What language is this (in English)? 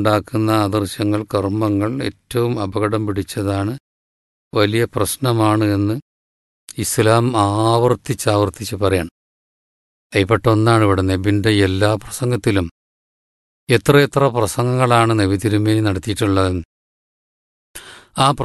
Malayalam